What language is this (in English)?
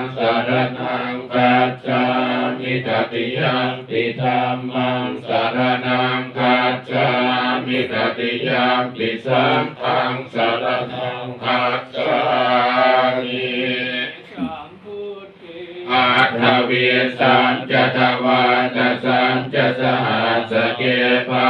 Pali